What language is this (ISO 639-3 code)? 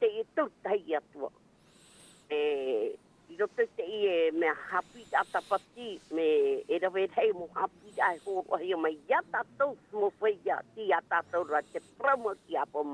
tah